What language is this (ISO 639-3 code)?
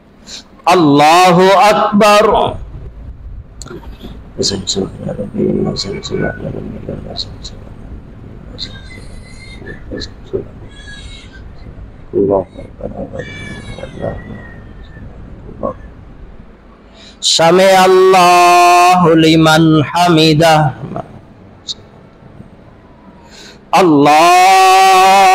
urd